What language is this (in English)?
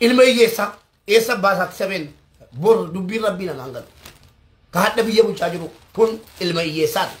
Oromo